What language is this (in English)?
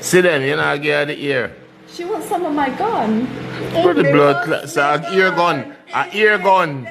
Jamaican Creole English